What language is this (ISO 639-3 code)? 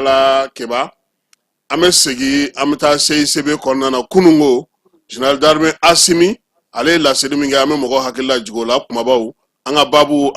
bam